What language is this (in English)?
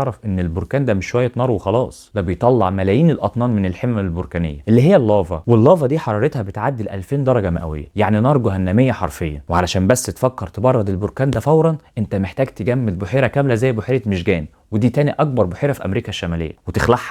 Egyptian Arabic